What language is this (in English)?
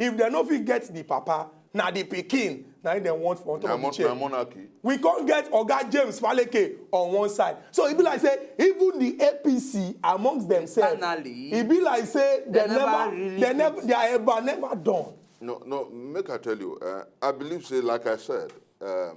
Nigerian Pidgin